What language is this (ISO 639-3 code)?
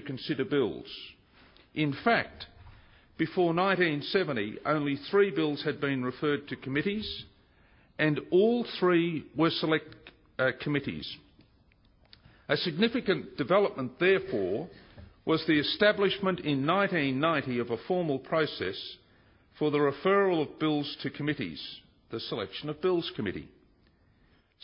eng